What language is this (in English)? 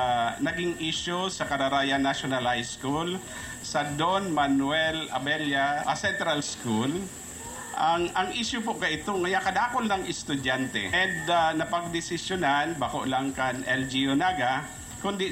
Bikol